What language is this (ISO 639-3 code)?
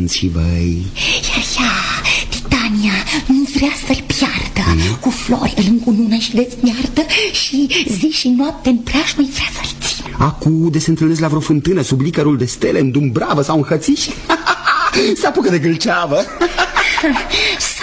ron